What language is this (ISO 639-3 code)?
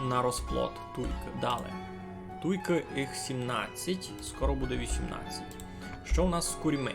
rue